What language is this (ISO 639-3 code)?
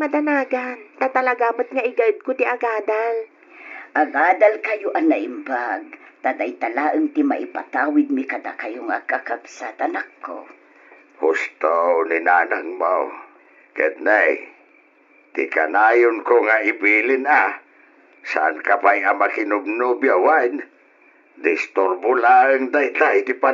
ilo